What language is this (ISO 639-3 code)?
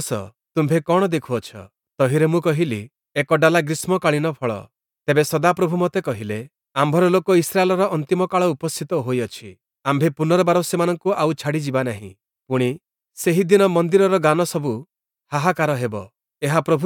ori